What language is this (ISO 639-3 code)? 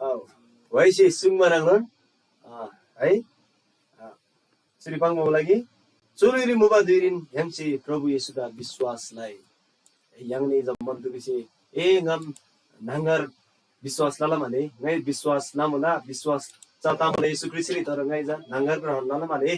taj